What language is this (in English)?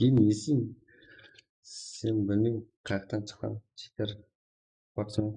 Kara-Kalpak